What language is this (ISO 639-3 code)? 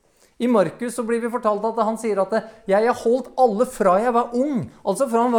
nor